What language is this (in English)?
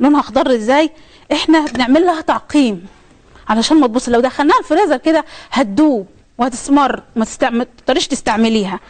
Egyptian Arabic